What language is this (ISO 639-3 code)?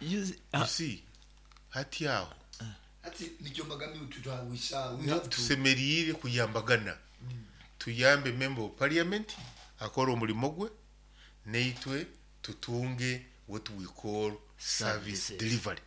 nyo